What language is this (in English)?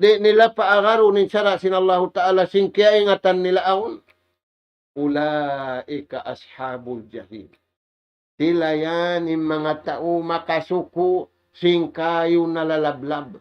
Tausug